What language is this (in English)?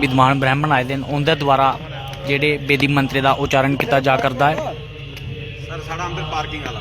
Dogri